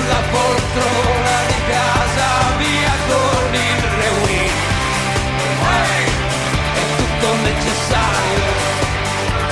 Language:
Italian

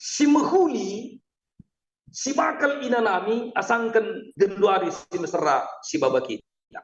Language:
Batak Karo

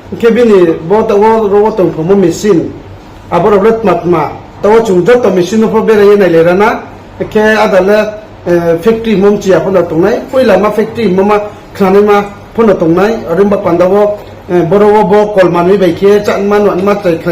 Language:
Riang (India)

